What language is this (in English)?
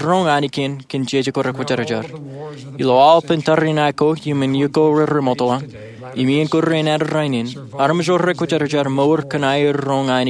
Marshallese